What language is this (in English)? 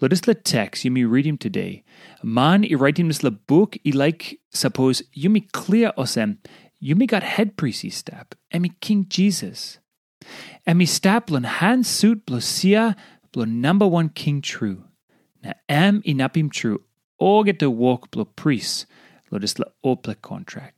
Tok Pisin